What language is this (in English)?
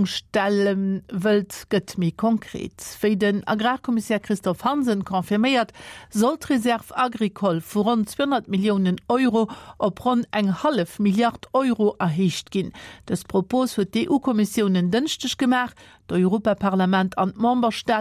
Luxembourgish